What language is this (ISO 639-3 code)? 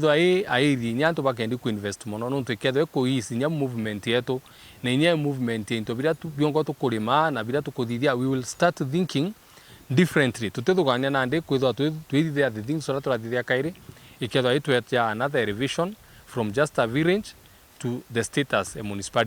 mer